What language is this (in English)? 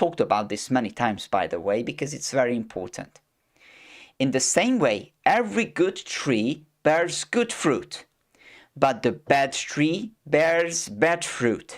English